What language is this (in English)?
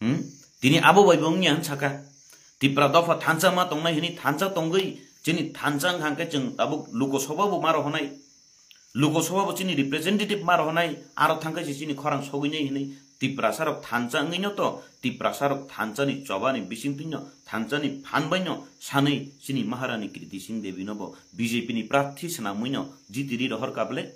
Kok Borok